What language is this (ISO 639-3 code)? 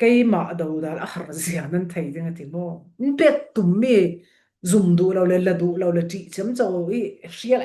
cfm